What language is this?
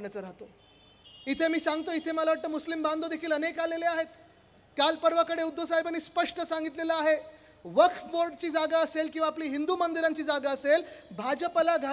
Marathi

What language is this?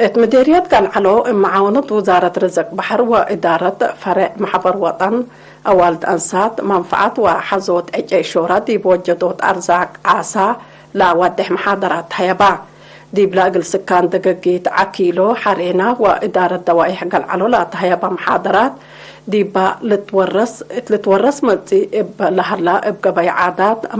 Tigre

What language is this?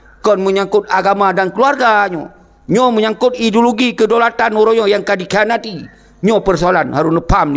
Achinese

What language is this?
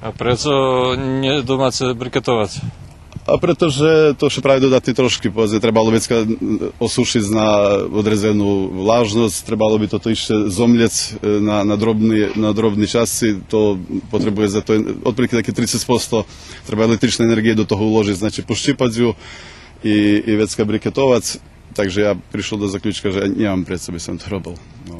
Rusyn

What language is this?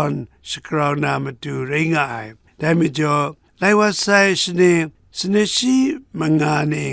Kachin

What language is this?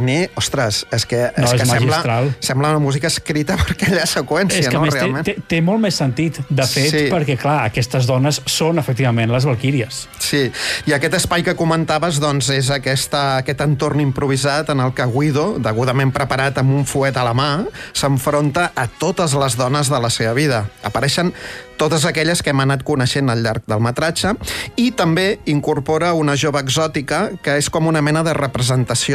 Catalan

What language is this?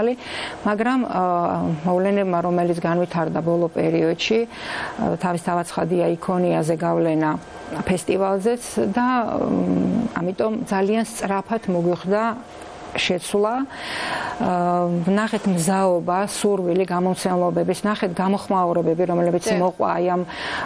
Georgian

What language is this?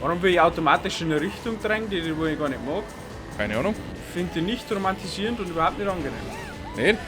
Bavarian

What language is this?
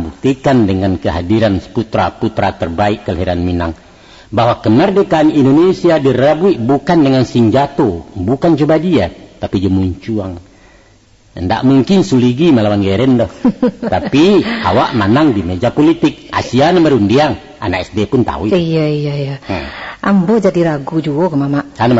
Minangkabau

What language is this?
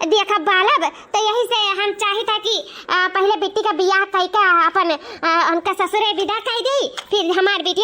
Awadhi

